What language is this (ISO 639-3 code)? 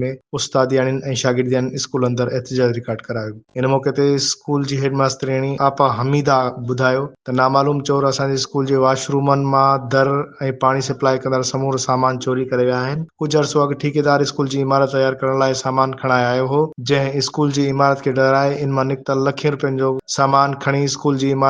snd